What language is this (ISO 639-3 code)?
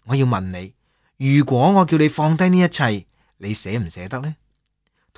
yue